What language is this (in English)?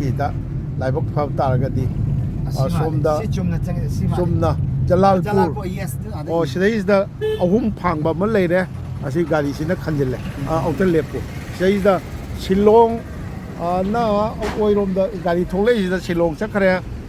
Manipuri